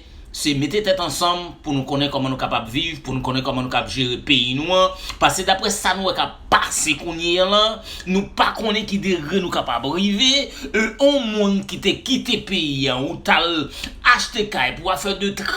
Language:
Haitian Creole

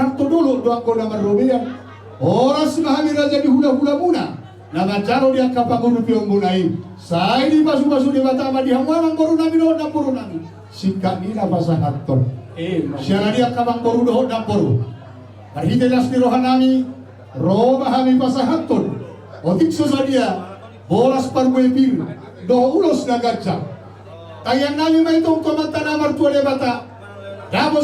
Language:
Batak Toba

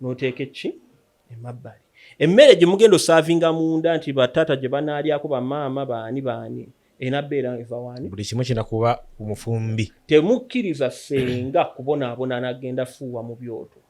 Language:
Ganda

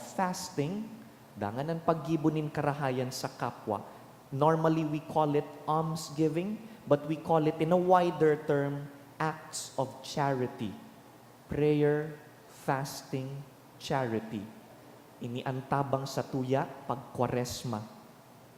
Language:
Bikol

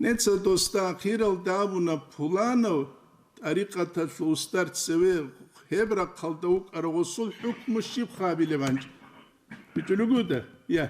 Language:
Avaric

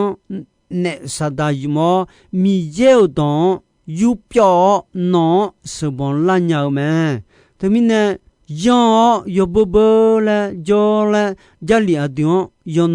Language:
Akha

